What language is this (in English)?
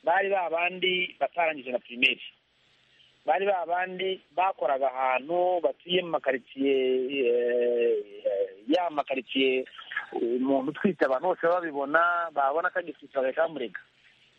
Kinyarwanda